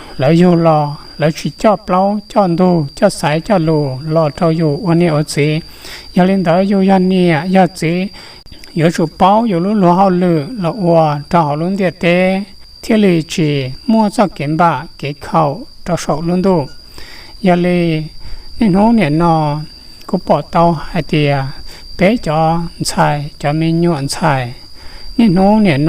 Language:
Hmong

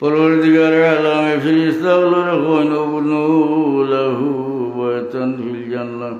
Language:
Sylheti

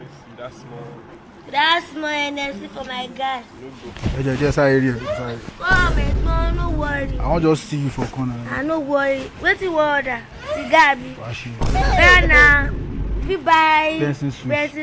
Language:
Nigerian Pidgin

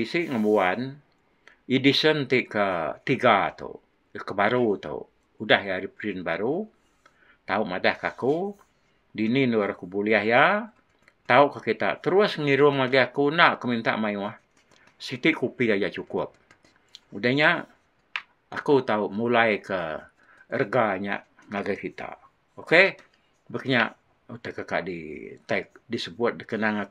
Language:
Iban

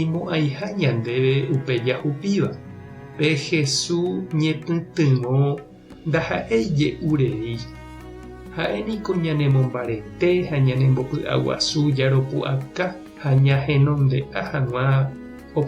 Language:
Guarani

